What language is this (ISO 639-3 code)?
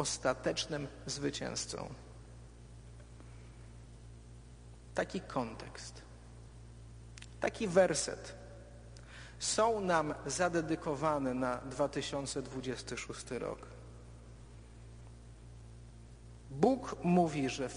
pol